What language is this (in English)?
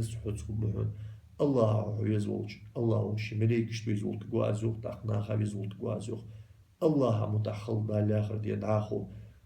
Ingush